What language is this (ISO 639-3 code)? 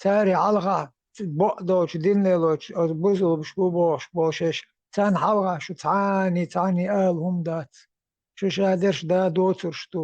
che